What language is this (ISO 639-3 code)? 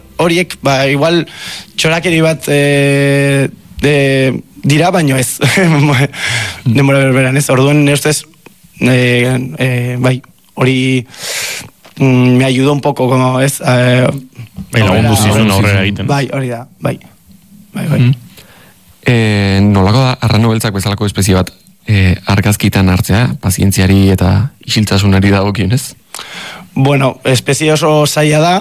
eus